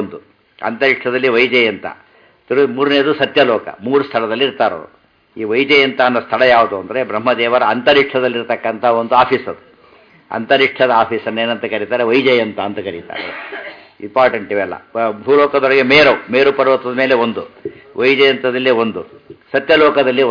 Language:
Kannada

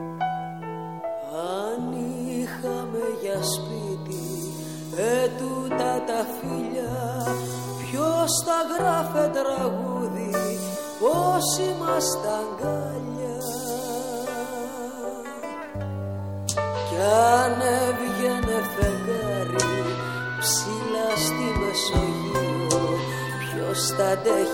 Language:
Greek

